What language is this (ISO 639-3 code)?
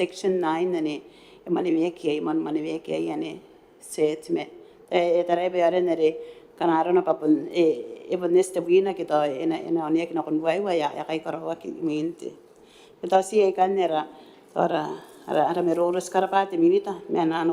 gil